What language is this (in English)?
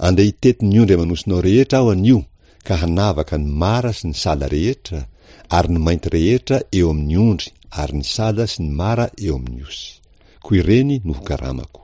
Malagasy